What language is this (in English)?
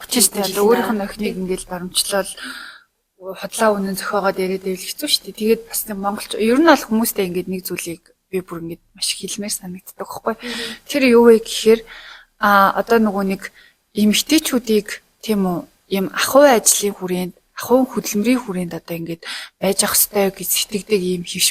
Mongolian